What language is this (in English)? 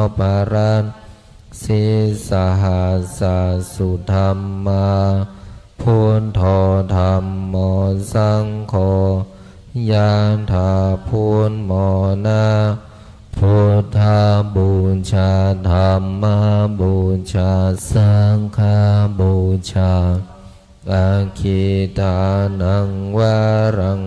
Pali